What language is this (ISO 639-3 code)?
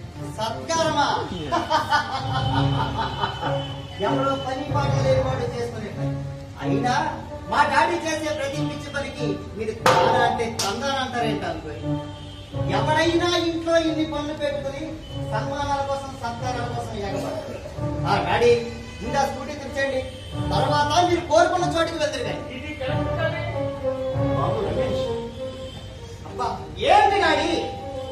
tel